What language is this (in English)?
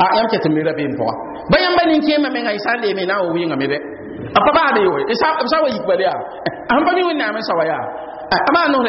Mossi